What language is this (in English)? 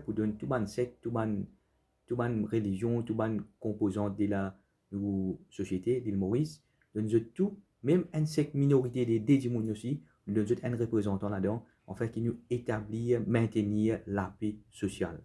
Morisyen